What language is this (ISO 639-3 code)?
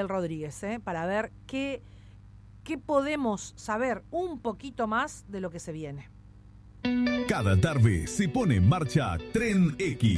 spa